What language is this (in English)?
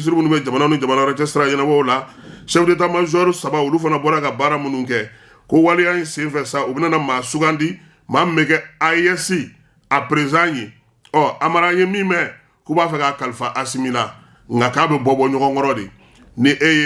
Bambara